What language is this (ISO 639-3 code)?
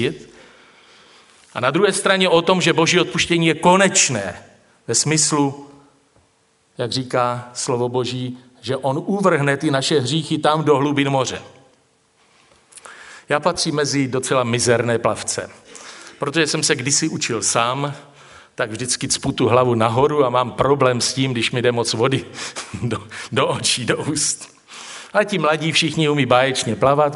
ces